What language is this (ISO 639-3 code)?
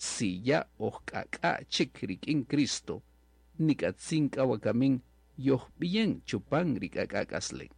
cak